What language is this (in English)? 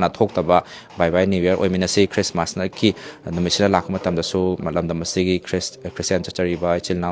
Manipuri